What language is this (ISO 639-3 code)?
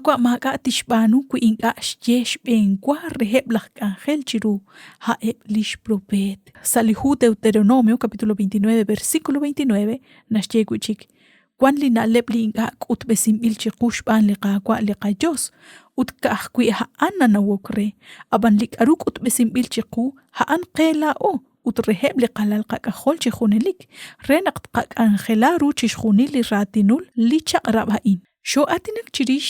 kek